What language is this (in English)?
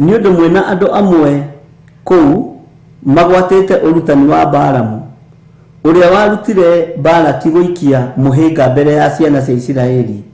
Kikuyu